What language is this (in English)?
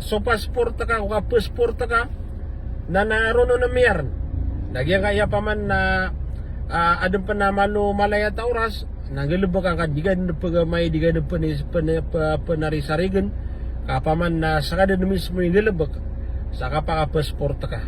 Maranao